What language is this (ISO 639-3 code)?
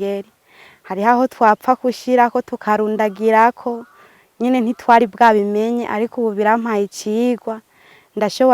run